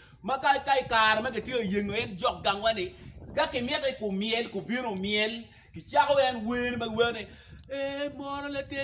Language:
Acoli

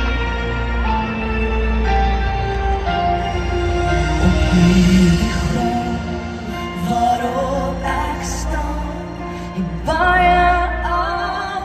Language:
Afrikaans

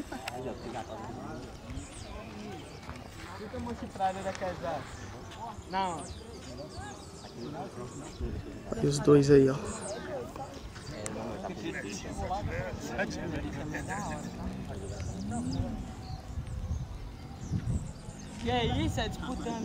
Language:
Portuguese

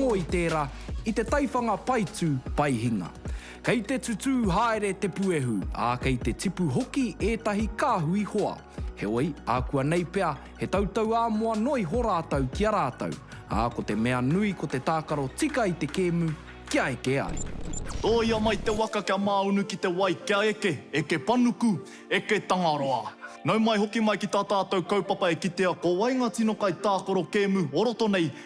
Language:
Māori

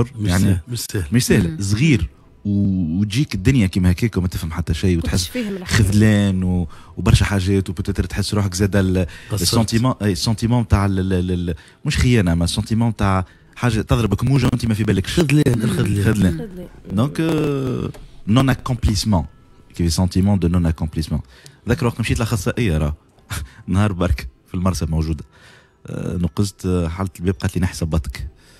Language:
Tunisian Arabic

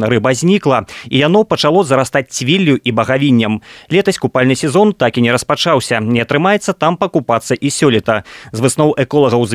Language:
Belarusian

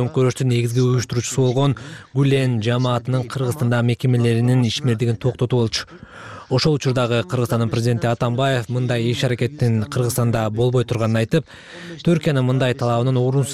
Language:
Kyrgyz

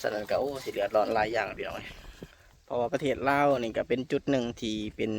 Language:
Lao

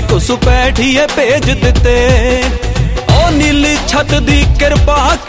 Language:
Punjabi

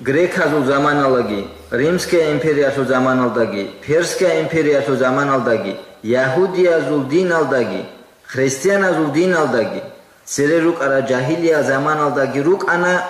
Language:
Avaric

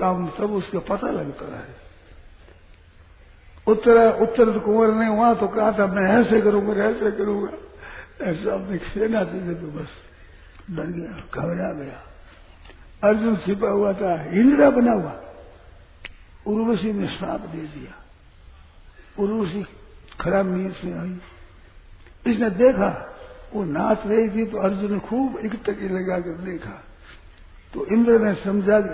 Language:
Hindi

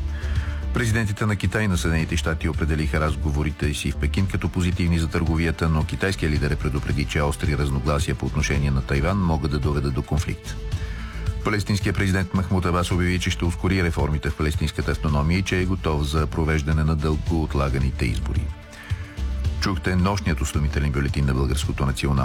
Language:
Bulgarian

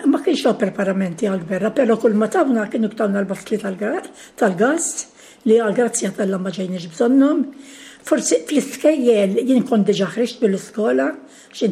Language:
Maltese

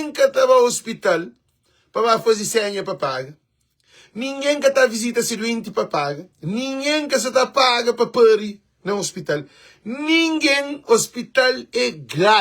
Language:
Kabuverdianu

